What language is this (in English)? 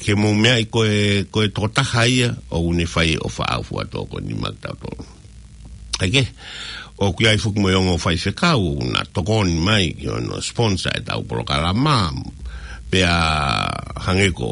Tongan